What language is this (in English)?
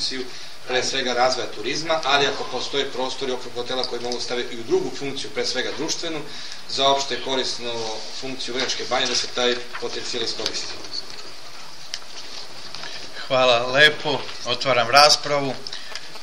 Serbian